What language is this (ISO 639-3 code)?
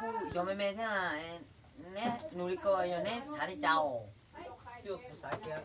hmn